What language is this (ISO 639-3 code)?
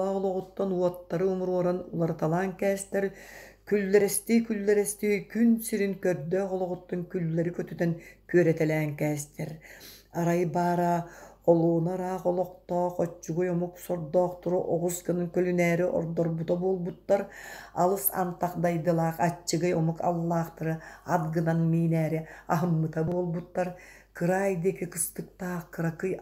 sah